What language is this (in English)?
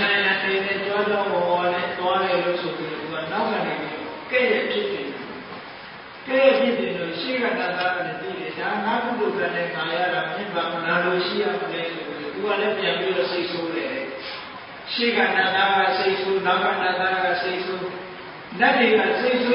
Burmese